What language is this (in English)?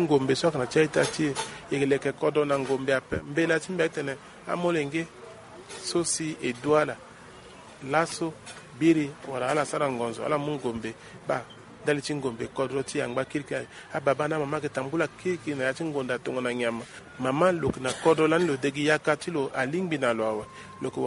Sango